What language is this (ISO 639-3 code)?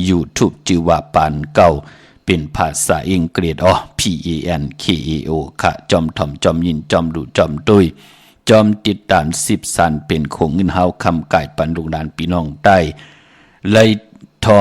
shn